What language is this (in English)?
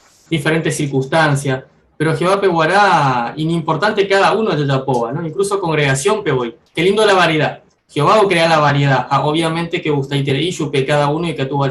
Guarani